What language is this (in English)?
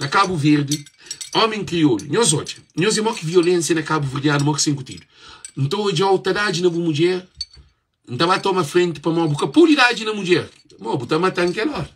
Kabuverdianu